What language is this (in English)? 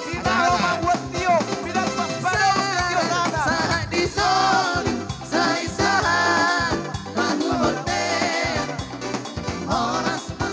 Batak Toba